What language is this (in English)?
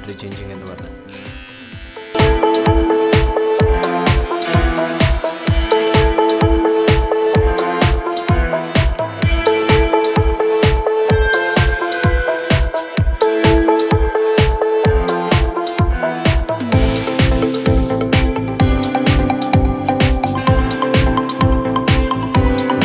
Malayalam